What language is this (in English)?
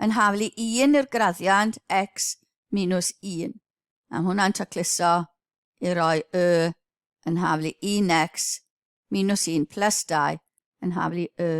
Welsh